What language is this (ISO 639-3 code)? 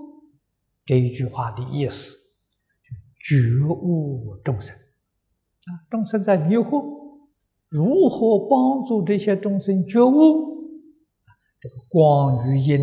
zho